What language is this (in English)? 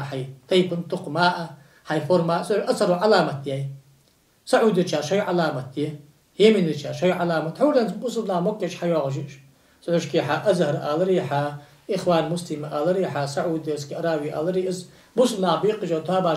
Ingush